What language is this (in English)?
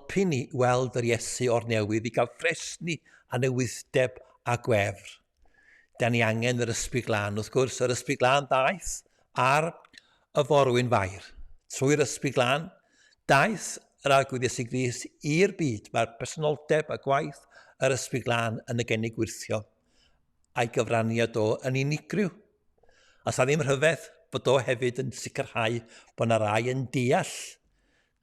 Welsh